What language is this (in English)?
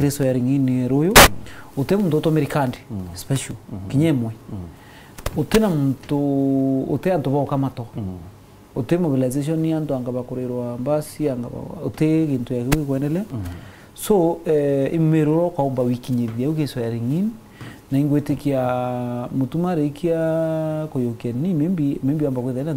Meru